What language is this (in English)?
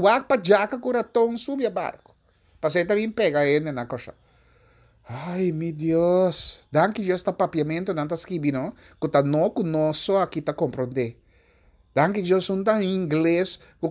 Papiamento